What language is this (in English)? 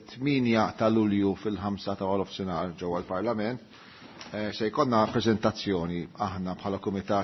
Maltese